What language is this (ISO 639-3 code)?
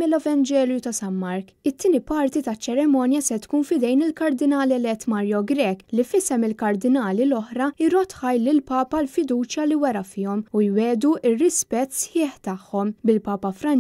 mlt